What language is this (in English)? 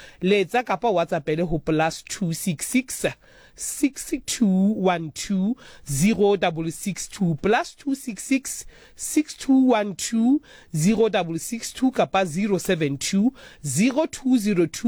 Southern Sotho